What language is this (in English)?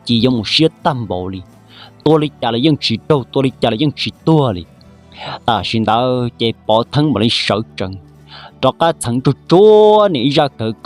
Hmong